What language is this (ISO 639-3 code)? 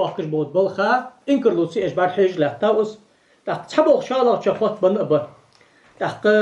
inh